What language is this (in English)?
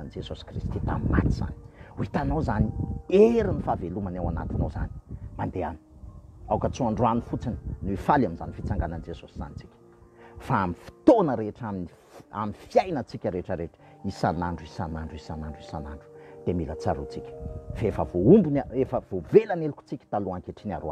Malagasy